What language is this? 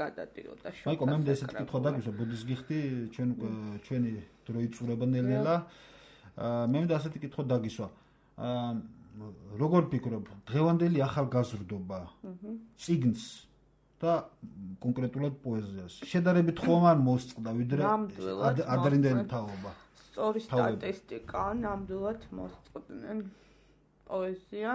Georgian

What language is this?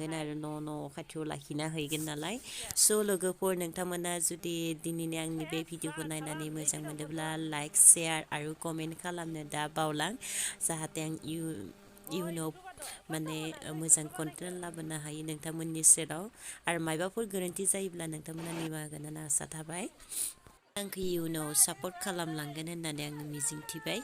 Bodo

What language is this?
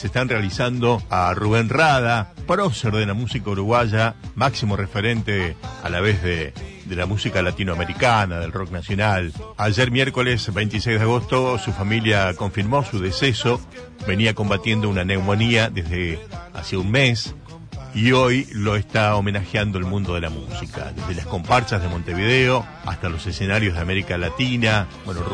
Spanish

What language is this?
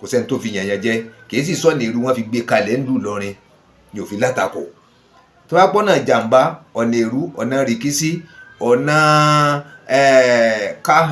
Yoruba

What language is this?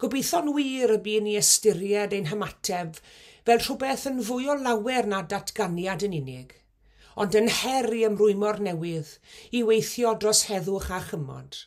Welsh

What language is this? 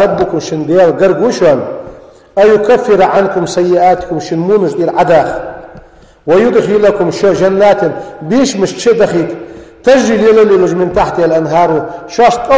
Ingush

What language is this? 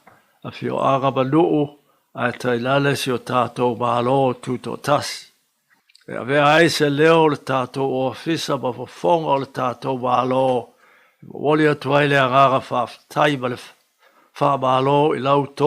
Samoan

